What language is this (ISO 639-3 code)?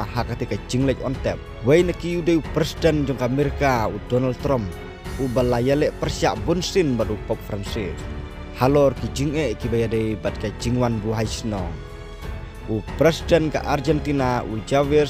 kha